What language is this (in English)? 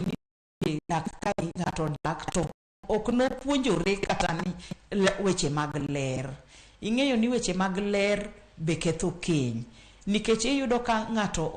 Luo (Kenya and Tanzania)